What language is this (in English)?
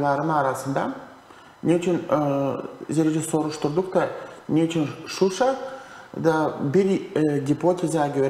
Gagauz